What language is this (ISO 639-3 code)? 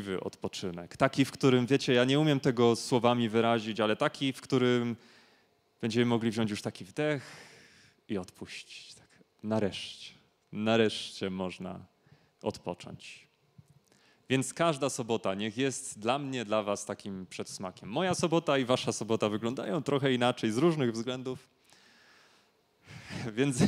pol